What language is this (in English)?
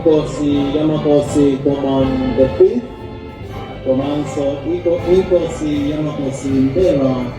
Nyanja